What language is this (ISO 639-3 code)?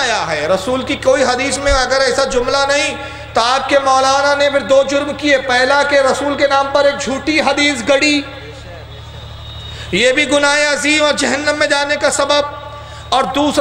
urd